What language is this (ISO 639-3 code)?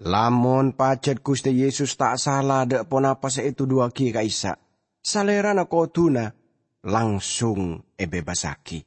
mad